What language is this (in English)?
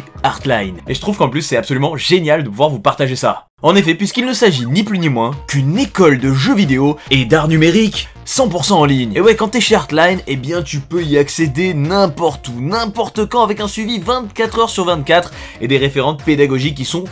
French